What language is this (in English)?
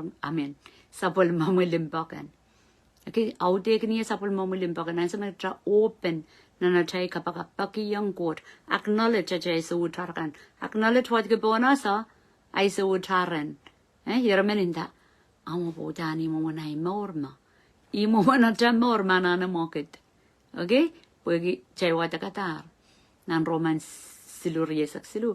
Pohnpeian